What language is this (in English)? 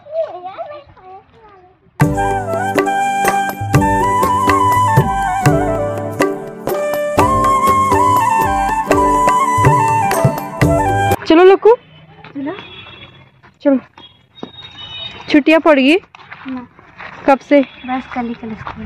Hindi